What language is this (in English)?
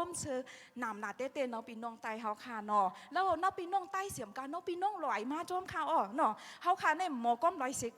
Shan